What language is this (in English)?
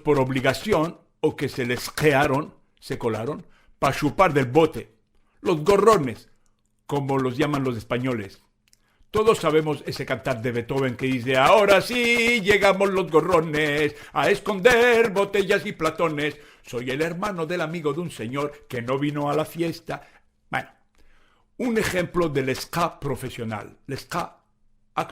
Ladino